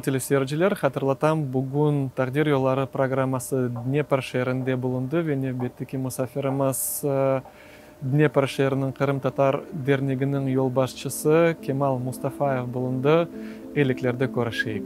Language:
Crimean Tatar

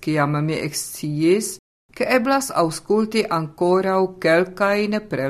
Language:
Esperanto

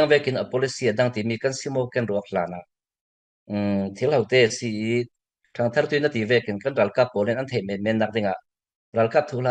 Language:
Falam Chin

